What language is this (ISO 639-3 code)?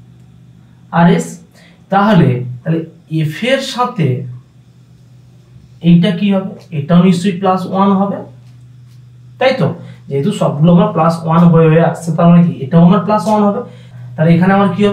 ben